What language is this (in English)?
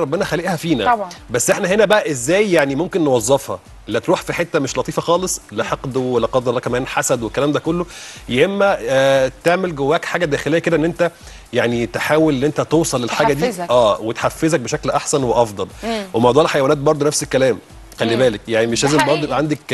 Egyptian Arabic